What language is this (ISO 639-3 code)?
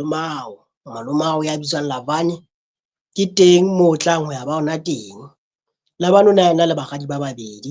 sot